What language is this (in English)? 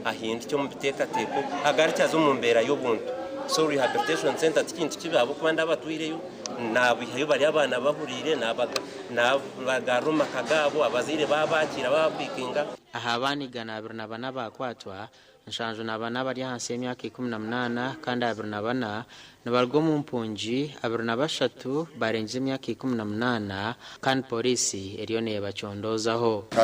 Nyankole